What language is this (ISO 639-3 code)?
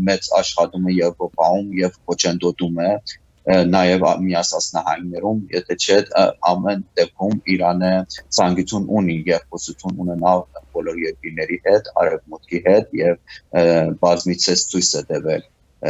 hye